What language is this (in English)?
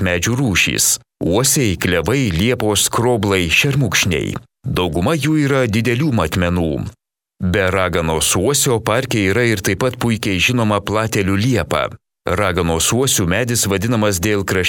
Lithuanian